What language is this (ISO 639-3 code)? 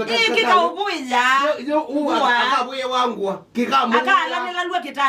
kam